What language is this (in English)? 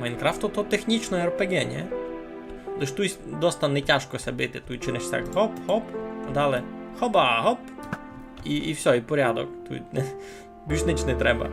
Rusyn